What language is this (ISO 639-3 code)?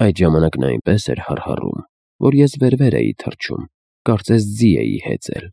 hye